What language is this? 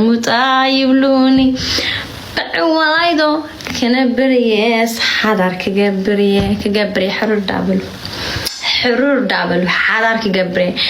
Tigrinya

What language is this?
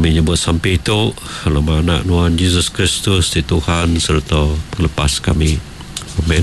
Iban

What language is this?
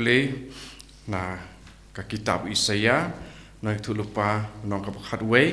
Khasi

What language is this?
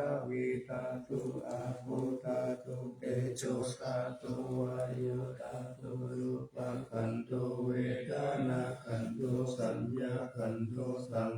Pali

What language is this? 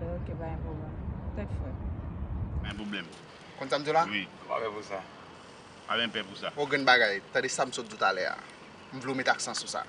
Haitian Creole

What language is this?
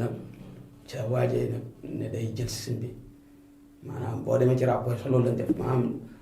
Wolof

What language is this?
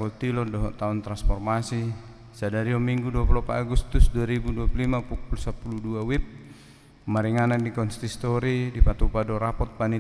Batak Toba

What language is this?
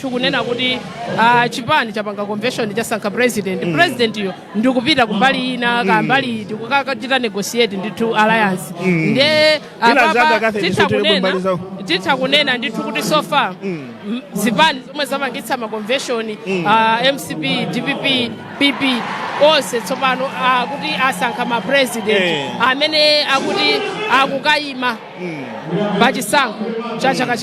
Nyanja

